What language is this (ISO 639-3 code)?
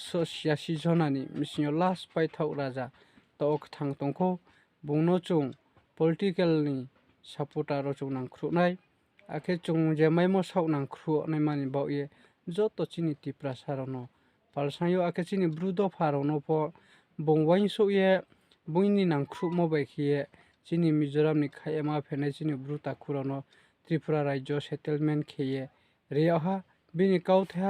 ria